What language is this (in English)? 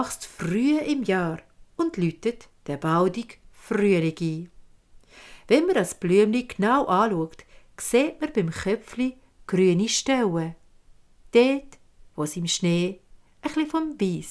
Swiss German